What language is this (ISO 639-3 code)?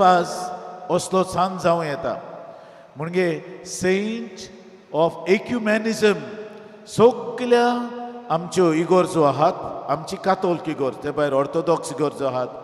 kok